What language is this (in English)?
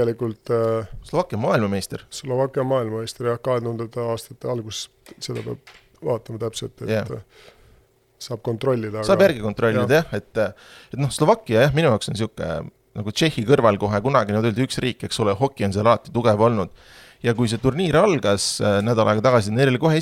Estonian